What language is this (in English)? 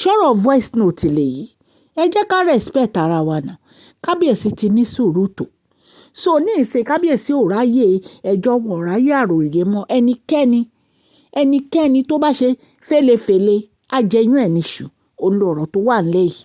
Yoruba